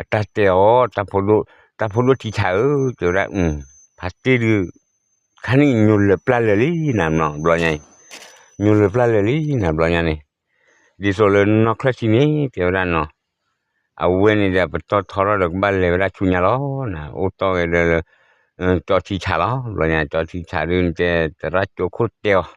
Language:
S'gaw Karen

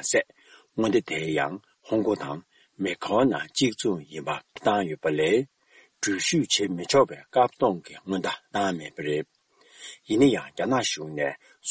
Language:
Tibetan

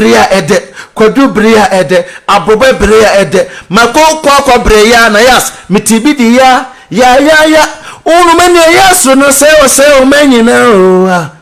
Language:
Akan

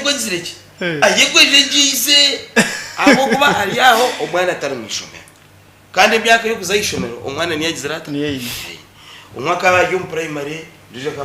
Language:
Nyankole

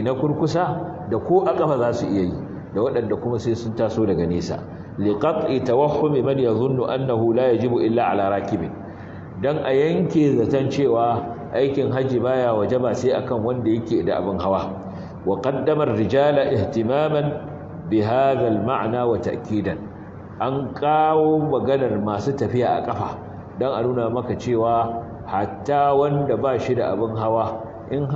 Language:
Hausa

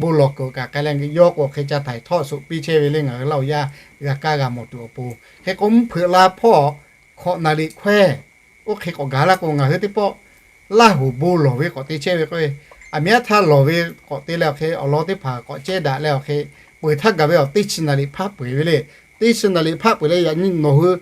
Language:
Lahu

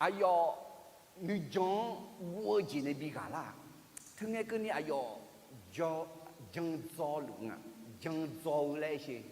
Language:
Akha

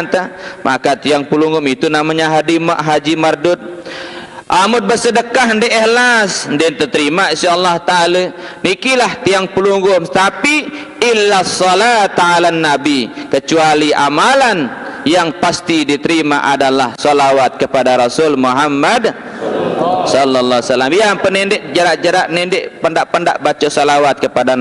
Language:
Sasak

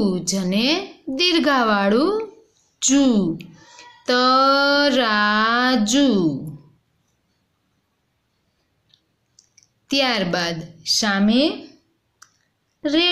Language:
Gujarati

